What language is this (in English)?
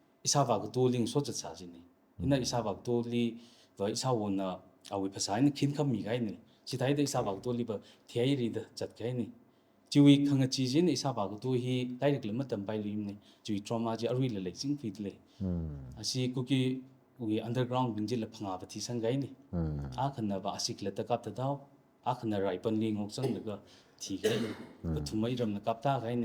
Tangkhul Naga (India)